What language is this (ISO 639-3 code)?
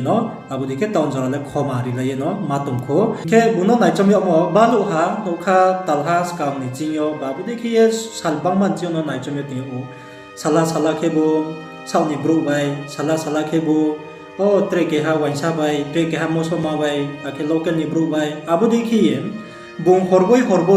ria